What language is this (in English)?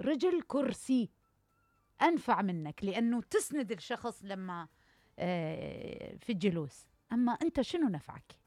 Mesopotamian Arabic